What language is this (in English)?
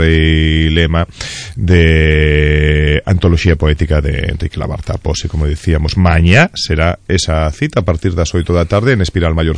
Galician